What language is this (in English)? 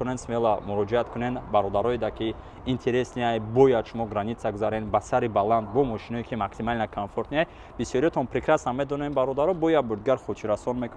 Tajik